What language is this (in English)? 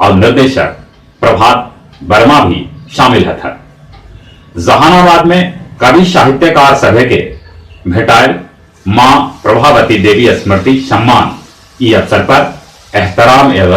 Magahi